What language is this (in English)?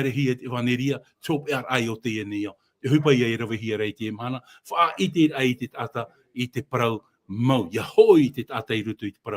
Tahitian